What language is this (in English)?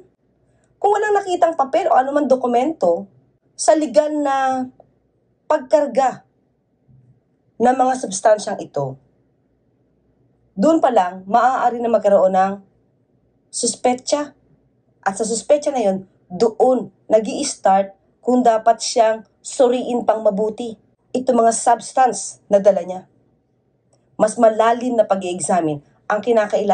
Filipino